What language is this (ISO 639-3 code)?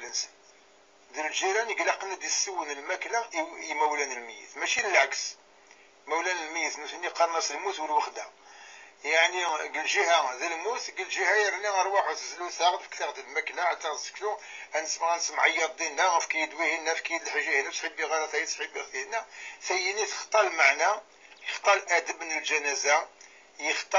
kab